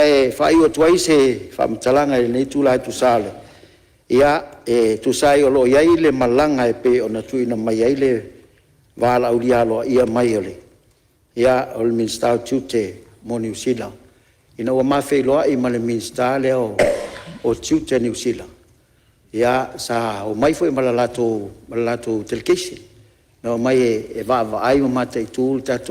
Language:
Samoan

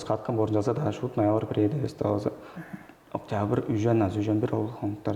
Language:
Tuvinian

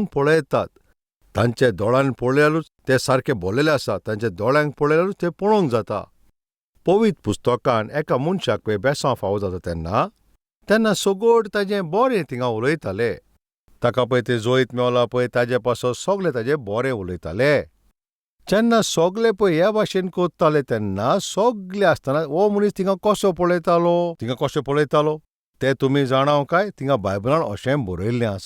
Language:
Konkani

